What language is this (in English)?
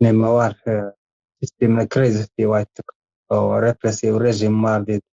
Turkmen